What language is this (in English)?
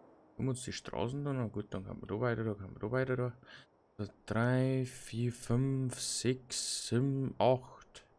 Bavarian